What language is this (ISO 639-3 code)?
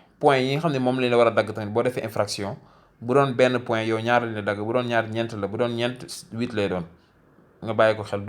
wol